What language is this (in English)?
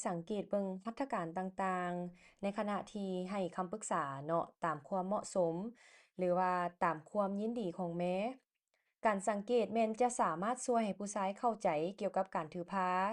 Lao